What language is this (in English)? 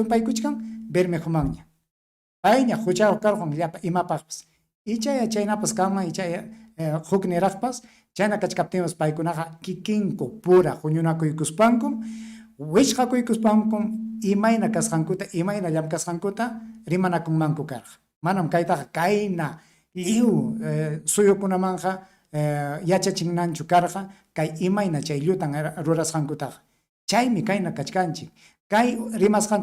Ayacucho Quechua